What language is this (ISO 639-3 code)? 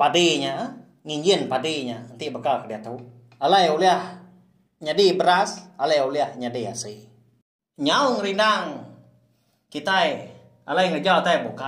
iba